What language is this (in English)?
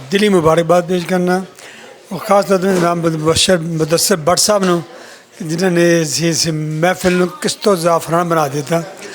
Western Panjabi